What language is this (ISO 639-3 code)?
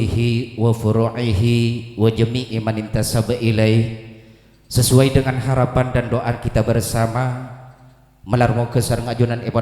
mad